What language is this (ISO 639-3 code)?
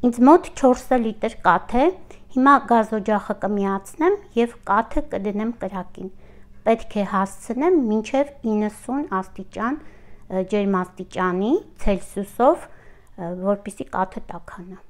hye